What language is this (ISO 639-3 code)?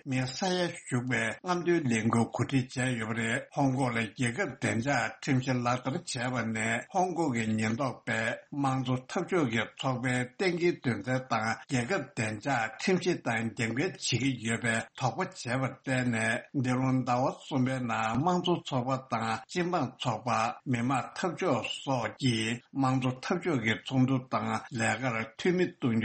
bod